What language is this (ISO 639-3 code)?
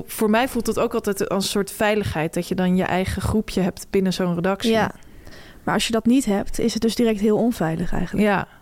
nld